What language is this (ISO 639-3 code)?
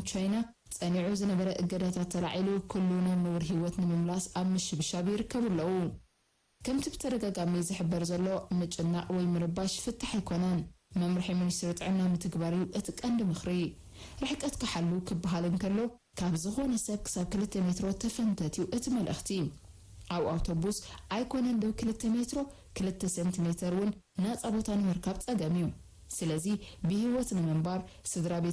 tir